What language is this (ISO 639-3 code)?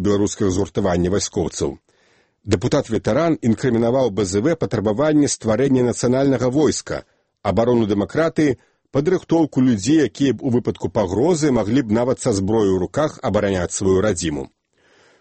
bel